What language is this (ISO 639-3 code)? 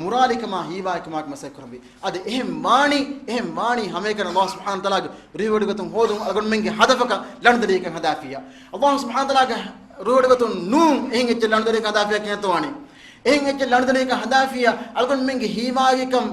div